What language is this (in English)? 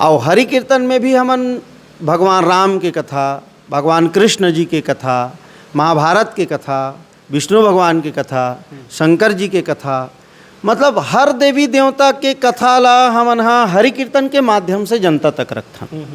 Chhattisgarhi